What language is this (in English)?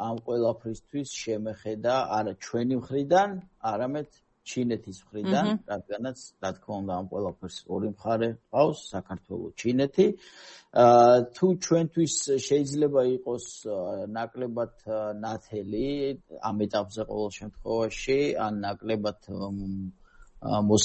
Georgian